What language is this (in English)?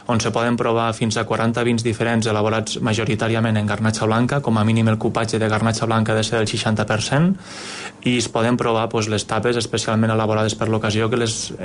Catalan